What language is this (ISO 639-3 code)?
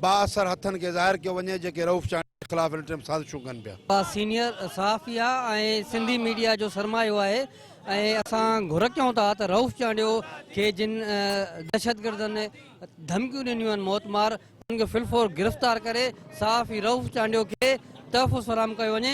snd